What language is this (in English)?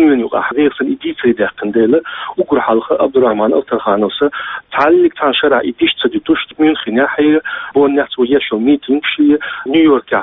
Chechen